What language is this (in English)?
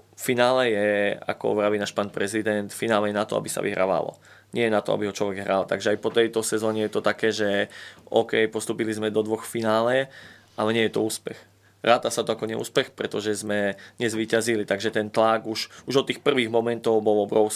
Slovak